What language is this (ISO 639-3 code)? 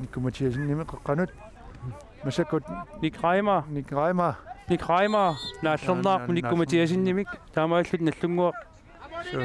kal